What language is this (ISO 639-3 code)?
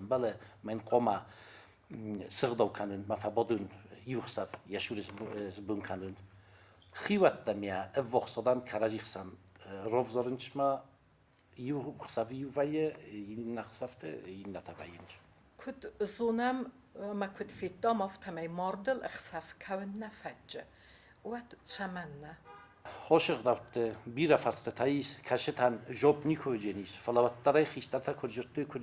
oss